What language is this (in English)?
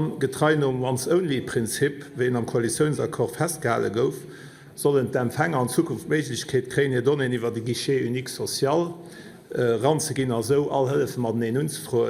Luxembourgish